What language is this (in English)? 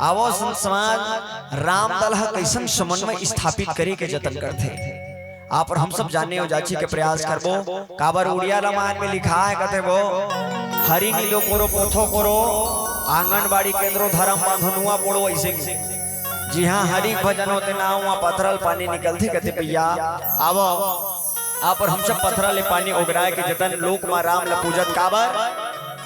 Chhattisgarhi